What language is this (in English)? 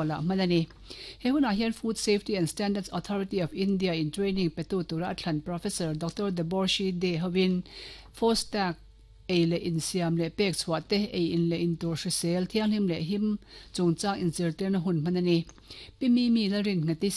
Mizo